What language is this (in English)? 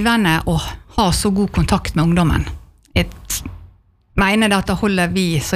Norwegian